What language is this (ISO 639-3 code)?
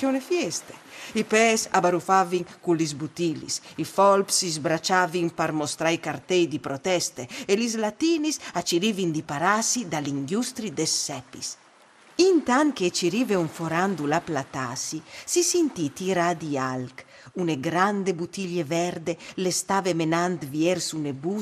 fur